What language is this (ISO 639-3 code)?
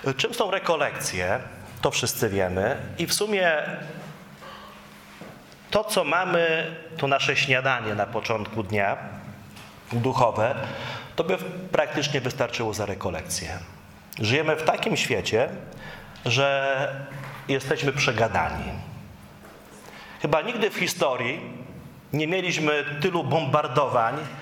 pol